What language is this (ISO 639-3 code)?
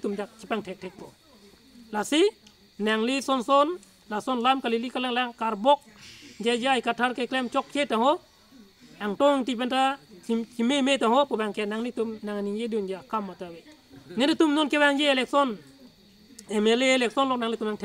mjw